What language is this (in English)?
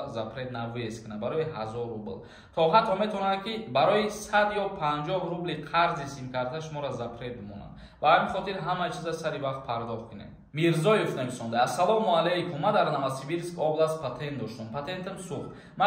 Tajik